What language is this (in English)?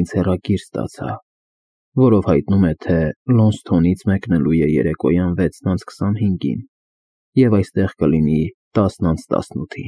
Armenian